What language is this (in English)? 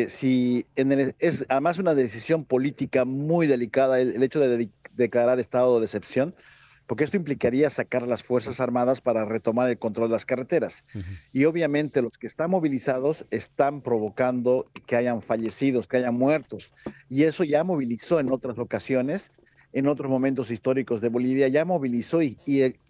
Spanish